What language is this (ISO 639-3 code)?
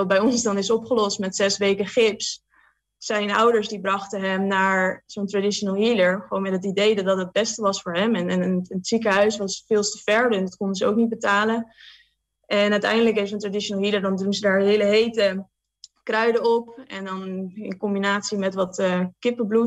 nld